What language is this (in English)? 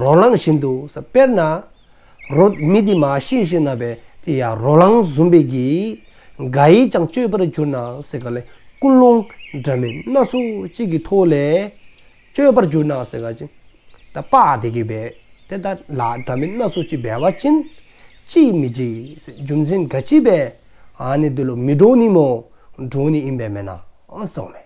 Dzongkha